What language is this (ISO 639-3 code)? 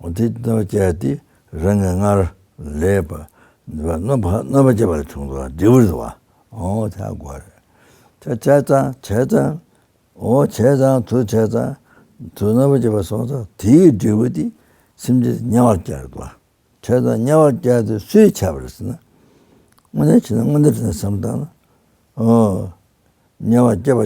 bod